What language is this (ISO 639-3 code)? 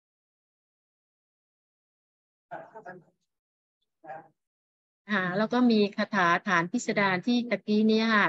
tha